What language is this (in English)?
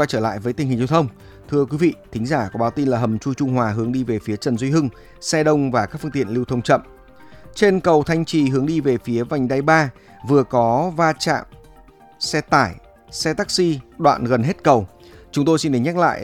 Vietnamese